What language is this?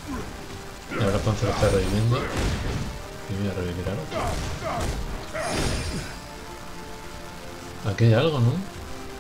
Spanish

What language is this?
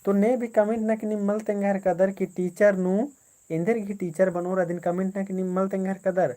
Kurukh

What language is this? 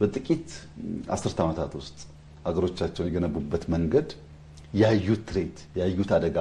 Amharic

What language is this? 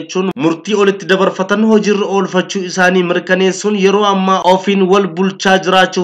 Oromo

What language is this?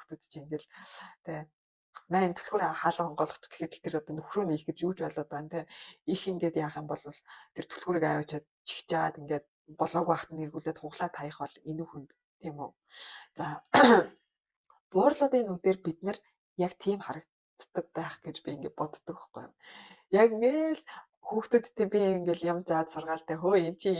Mongolian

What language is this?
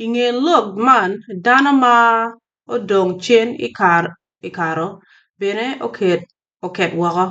Acoli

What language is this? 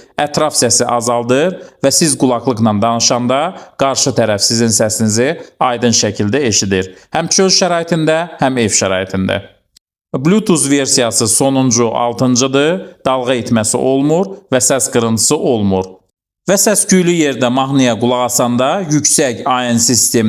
Azerbaijani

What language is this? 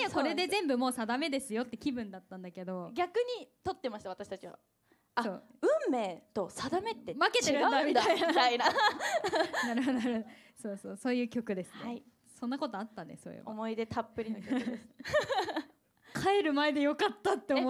Japanese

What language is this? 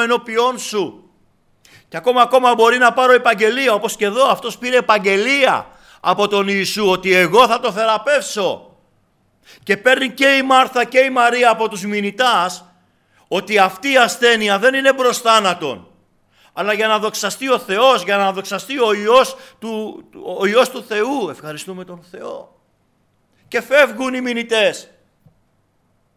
Greek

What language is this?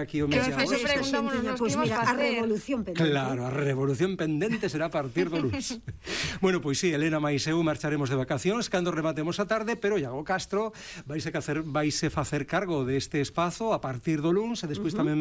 Galician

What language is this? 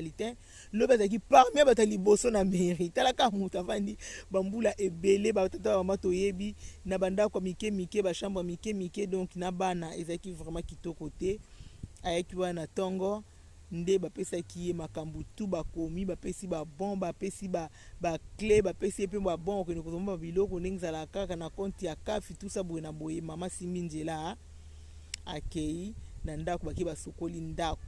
Lingala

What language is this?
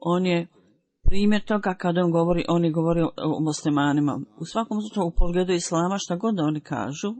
Bosnian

